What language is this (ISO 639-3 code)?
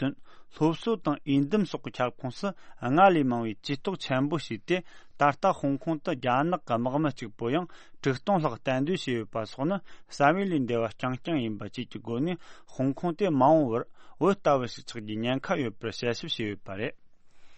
bod